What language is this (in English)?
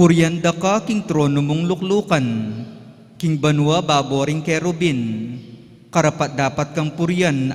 Pampanga